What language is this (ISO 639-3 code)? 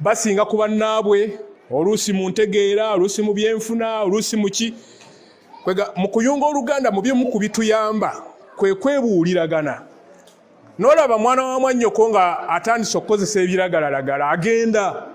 lug